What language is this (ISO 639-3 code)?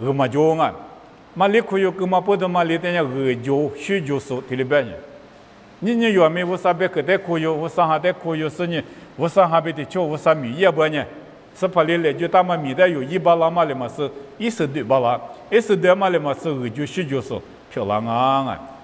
lis